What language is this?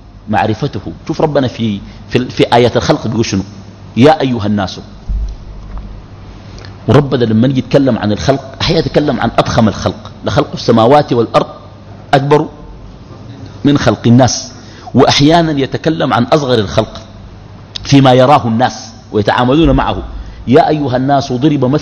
Sudanese Arabic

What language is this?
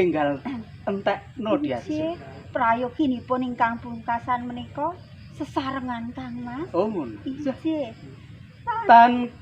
Javanese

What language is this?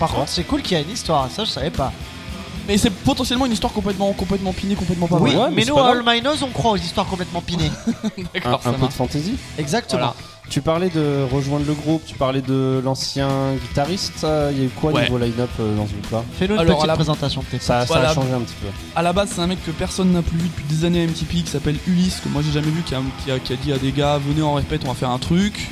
French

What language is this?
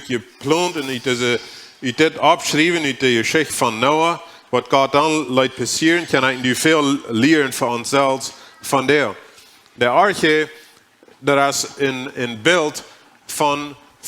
Plautdietsch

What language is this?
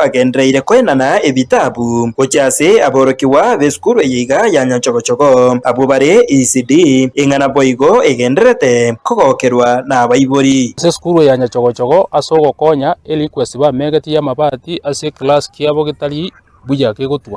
Gusii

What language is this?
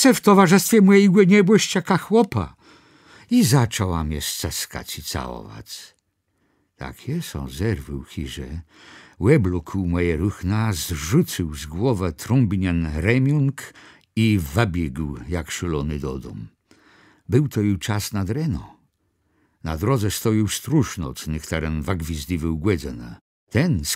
Kashubian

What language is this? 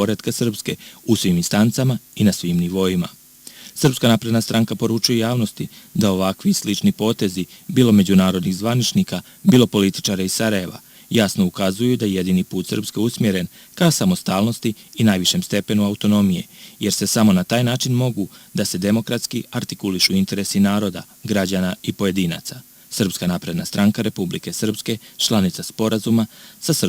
Serbian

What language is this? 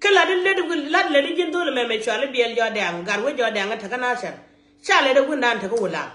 Nuer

